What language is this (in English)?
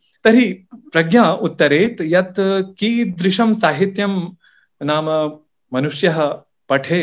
Sanskrit